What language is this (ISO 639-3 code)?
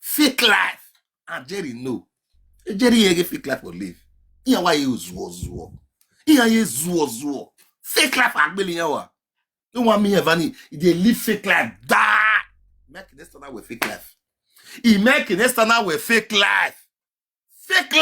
pcm